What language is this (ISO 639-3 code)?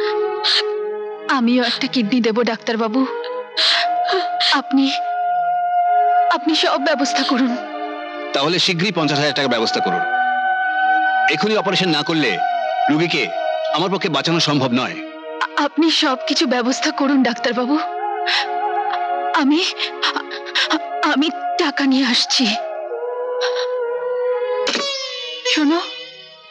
ben